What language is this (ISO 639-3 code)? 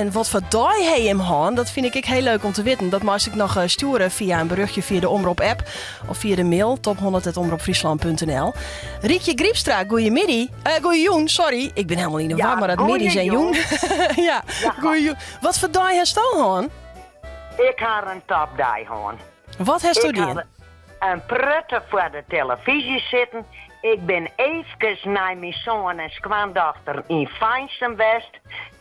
fry